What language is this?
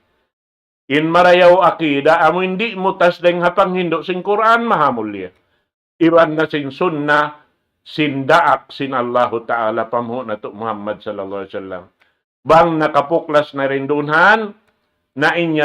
Tausug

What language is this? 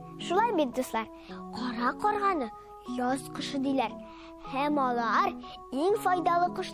Tatar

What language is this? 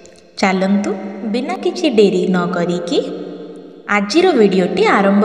Odia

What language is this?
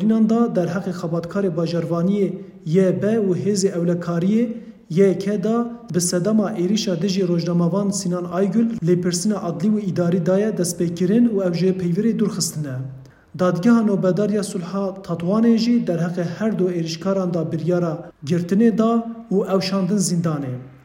Kurdish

